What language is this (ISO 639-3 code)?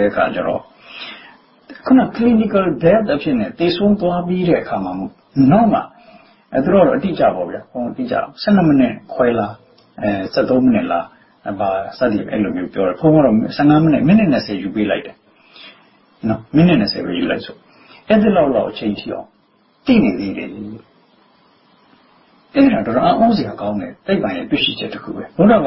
mya